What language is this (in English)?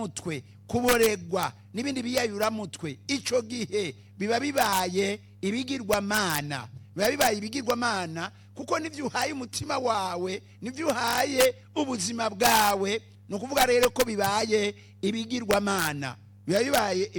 Rundi